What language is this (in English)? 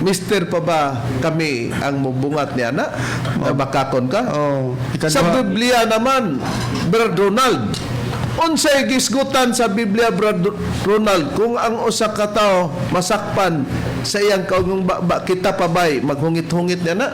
Cebuano